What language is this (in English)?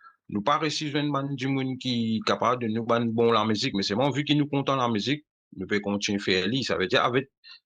Morisyen